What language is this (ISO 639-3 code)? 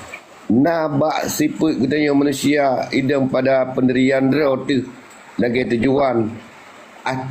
ace